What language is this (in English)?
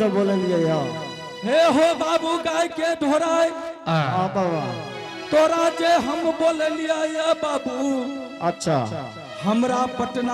Angika